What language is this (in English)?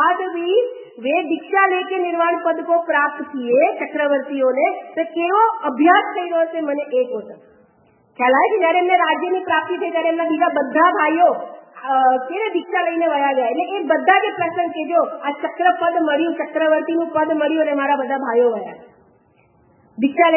Gujarati